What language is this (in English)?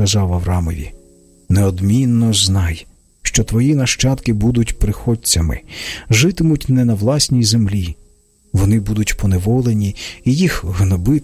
Ukrainian